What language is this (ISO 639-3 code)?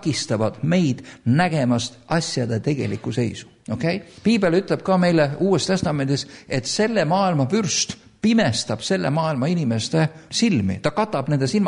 est